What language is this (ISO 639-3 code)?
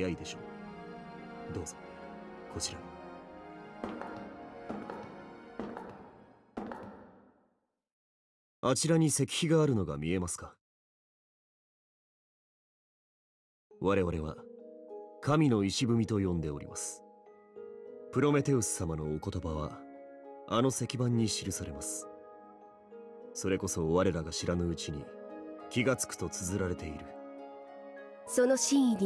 jpn